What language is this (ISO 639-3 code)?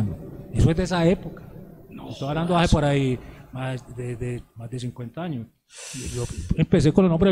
spa